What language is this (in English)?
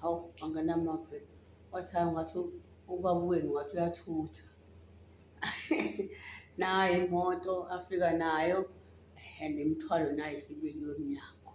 Zulu